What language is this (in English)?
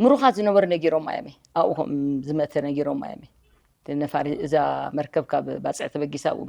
Tigrinya